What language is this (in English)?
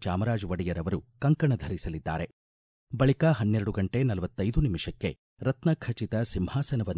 Kannada